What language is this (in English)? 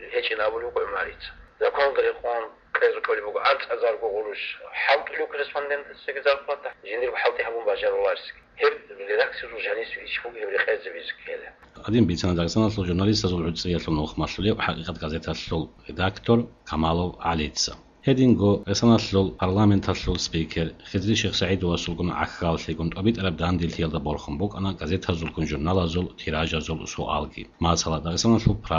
Avaric